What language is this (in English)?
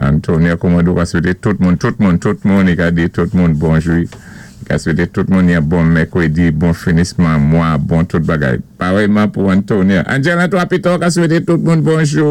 Saint Lucian Creole French